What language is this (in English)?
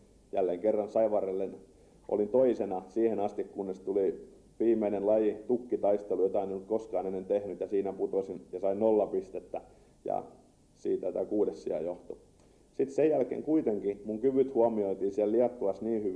Finnish